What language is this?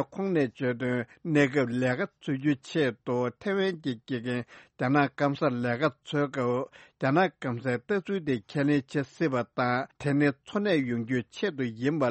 Tibetan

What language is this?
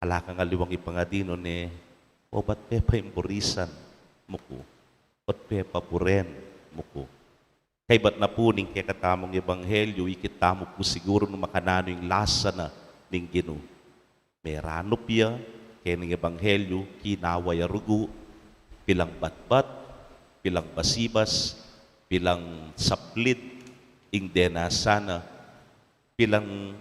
Pampanga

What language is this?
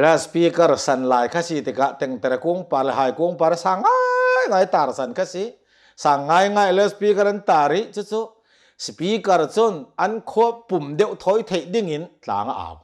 Hakha Chin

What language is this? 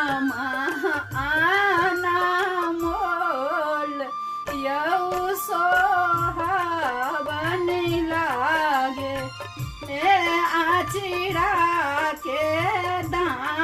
Maithili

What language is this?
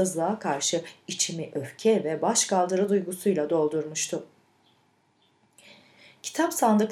Turkish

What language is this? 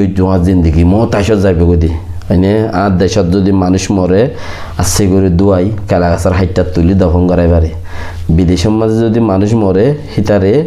Rohingya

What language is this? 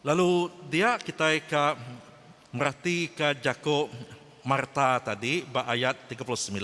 Iban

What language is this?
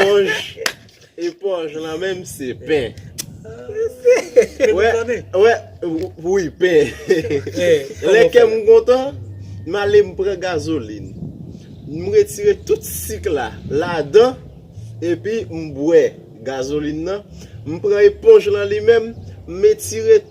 Haitian Creole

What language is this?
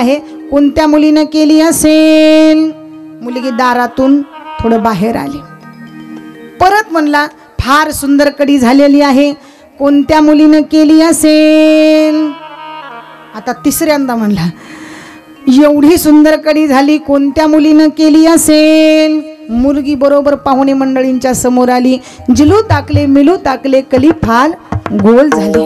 Marathi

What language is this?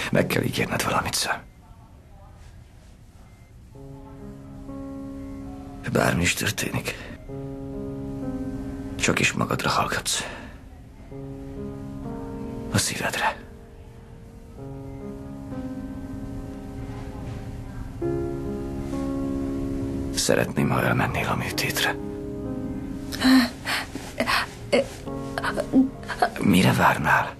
Hungarian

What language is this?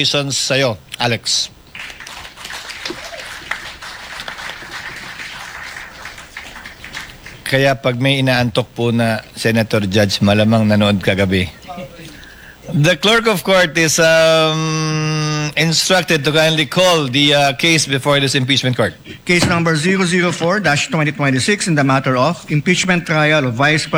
Filipino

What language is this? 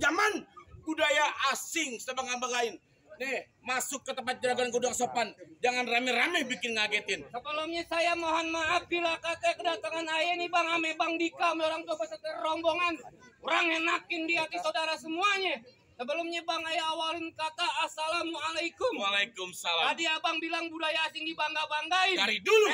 Betawi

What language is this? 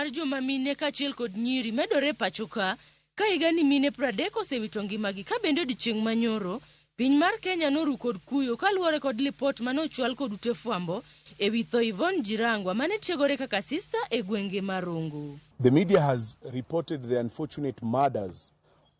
Luo (Kenya and Tanzania)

